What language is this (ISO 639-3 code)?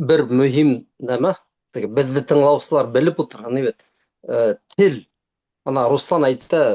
bak